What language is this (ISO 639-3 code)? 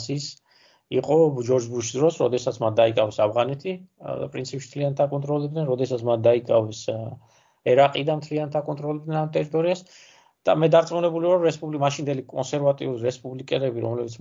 kat